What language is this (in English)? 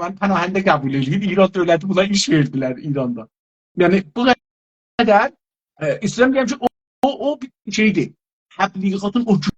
South Azerbaijani